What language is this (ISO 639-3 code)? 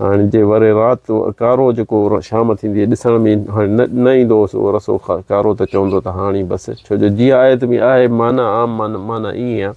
snd